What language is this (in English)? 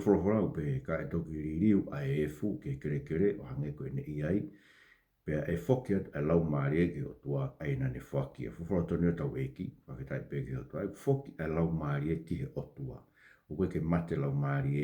Tongan